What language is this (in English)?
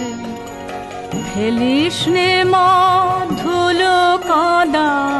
Bangla